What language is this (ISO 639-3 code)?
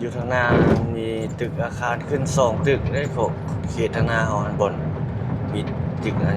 lao